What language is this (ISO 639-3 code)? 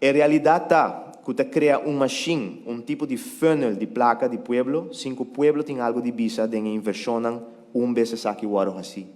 pap